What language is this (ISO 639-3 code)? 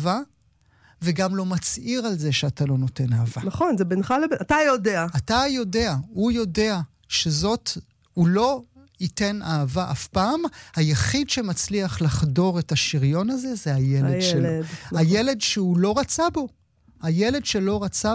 heb